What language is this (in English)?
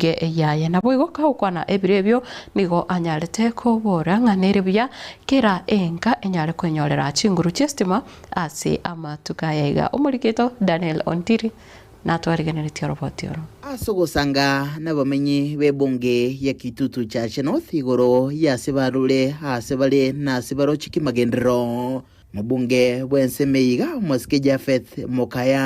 Gusii